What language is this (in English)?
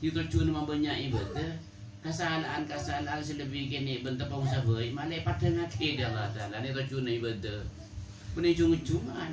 Madurese